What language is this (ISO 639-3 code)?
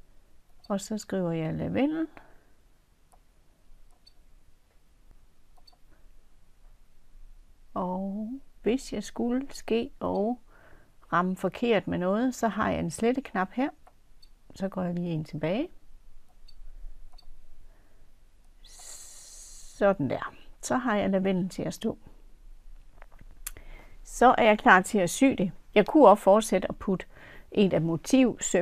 dan